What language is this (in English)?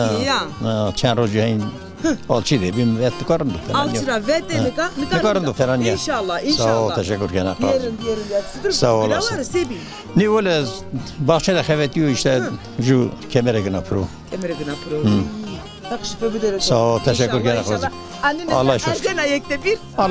Zaza